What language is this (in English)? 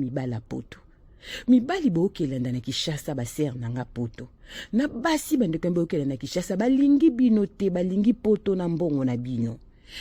Lingala